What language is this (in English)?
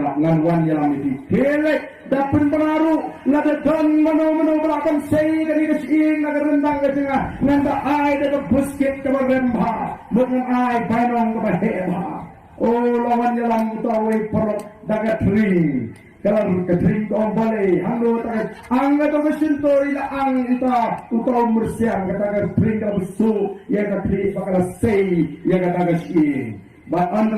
Khasi